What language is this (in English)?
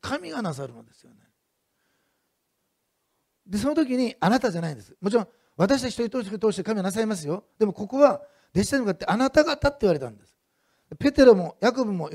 Japanese